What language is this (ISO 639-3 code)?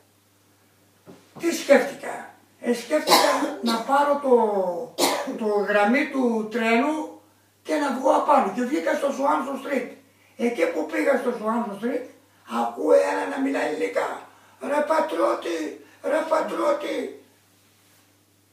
ell